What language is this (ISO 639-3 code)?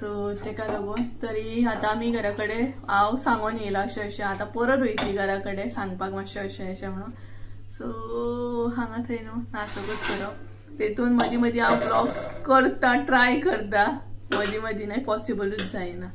kok